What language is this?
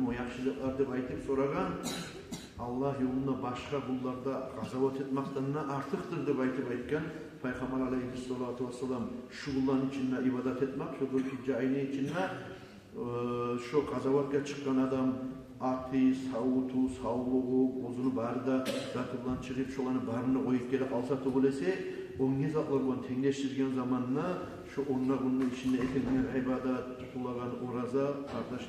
Kumyk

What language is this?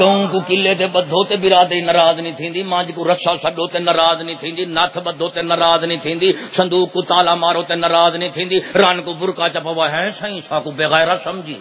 Saraiki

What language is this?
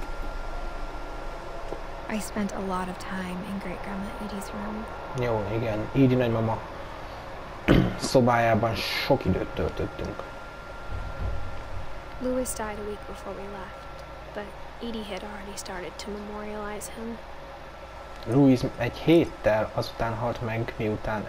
Hungarian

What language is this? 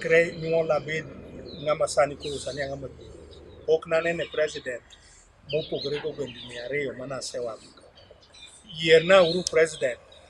Luo (Kenya and Tanzania)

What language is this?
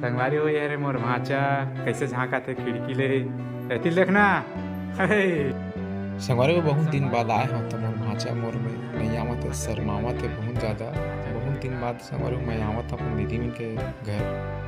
Chhattisgarhi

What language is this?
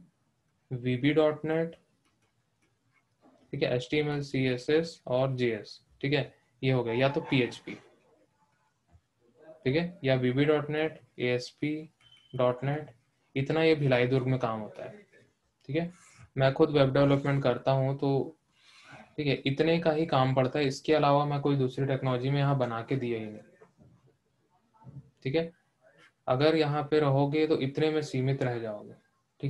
Hindi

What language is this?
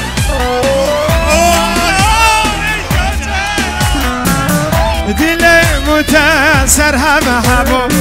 Persian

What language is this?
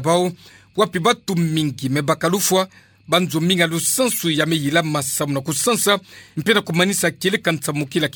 Kituba (Democratic Republic of Congo)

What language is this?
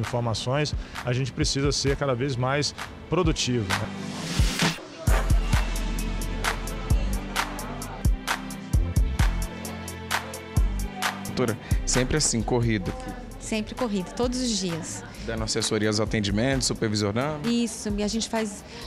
Portuguese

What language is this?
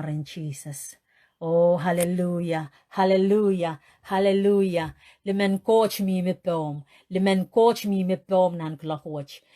Pohnpeian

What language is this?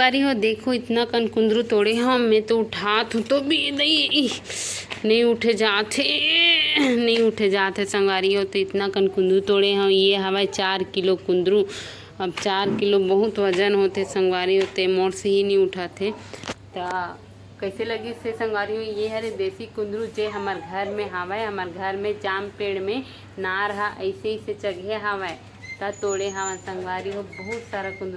Chhattisgarhi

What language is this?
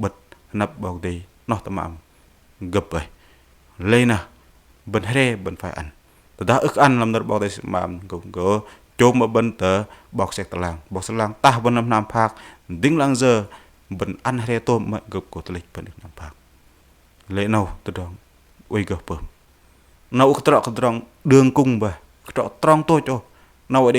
Bahnar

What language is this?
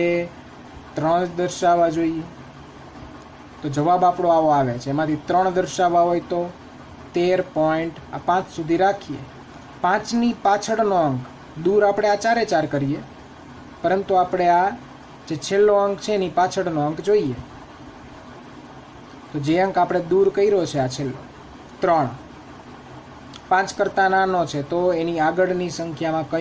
Gujarati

